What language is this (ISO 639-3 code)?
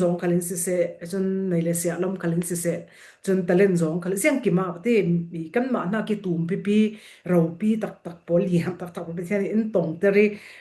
cfm